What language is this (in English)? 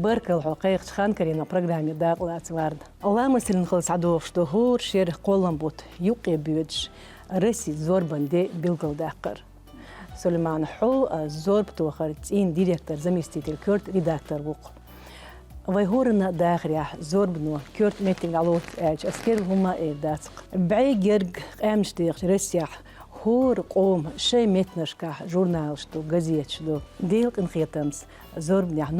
Chechen